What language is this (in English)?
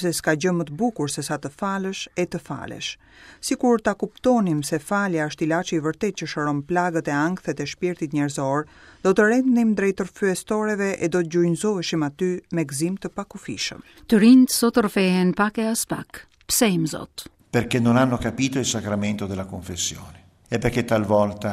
Albanian